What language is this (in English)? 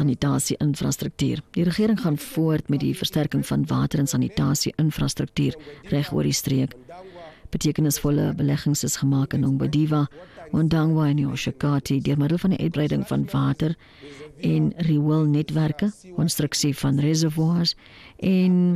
Afrikaans